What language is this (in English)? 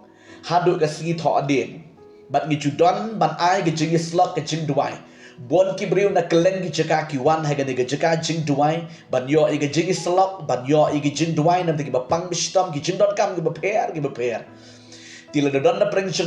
Khasi